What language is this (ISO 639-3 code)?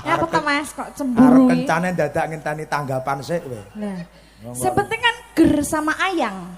jav